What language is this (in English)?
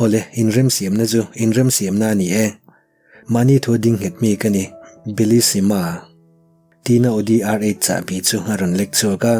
Mizo